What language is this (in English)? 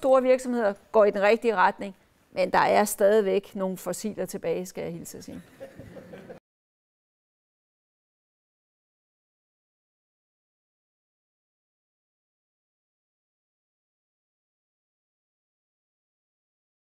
Danish